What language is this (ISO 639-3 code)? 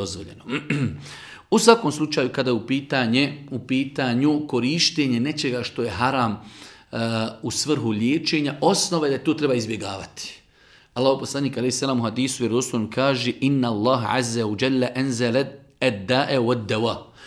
bos